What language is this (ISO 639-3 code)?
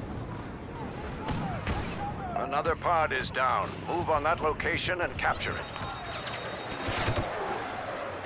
eng